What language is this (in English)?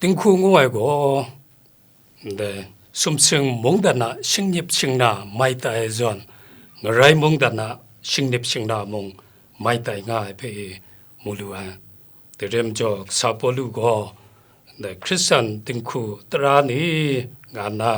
Kachin